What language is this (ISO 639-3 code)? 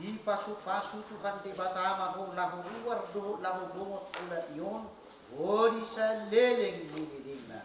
bbc